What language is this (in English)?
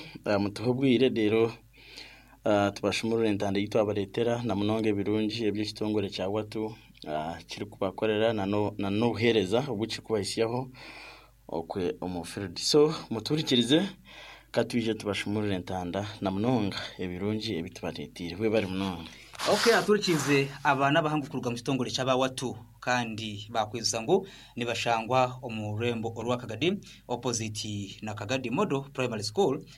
Nyoro